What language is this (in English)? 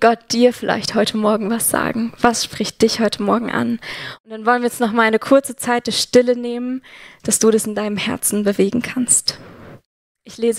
Swiss German